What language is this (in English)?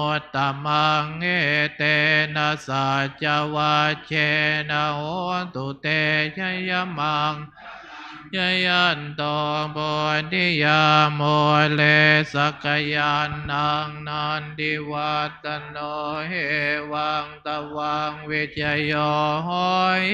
Pali